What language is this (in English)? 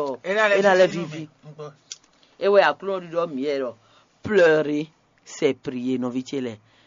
Fon